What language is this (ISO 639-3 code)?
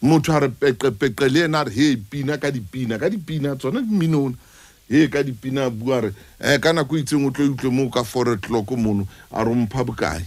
sot